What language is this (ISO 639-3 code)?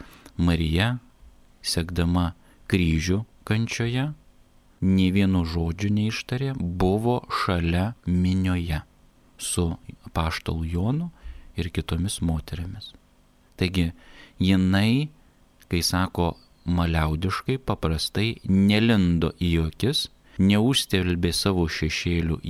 lit